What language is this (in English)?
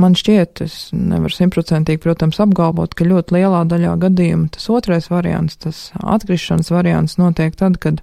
Latvian